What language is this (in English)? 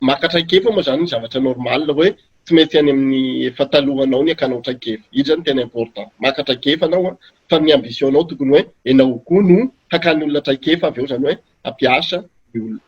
Malagasy